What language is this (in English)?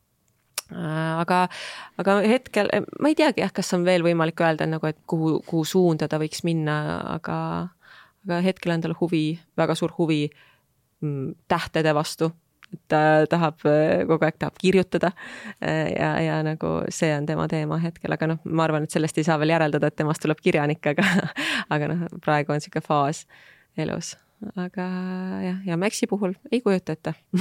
Estonian